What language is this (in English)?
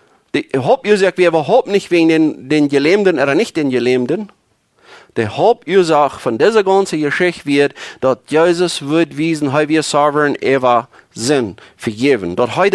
Plautdietsch